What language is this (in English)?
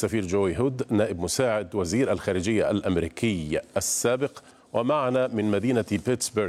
Arabic